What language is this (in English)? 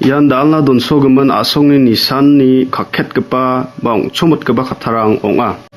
Garo